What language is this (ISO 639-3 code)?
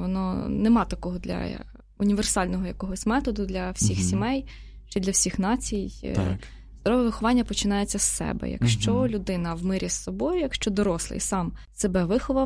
ukr